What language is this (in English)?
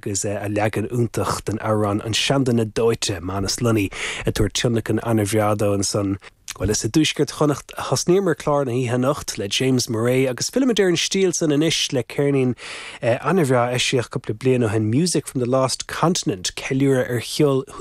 Irish